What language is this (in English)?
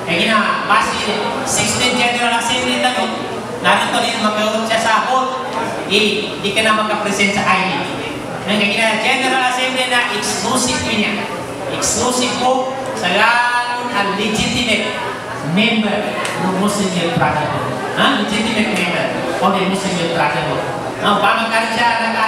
Filipino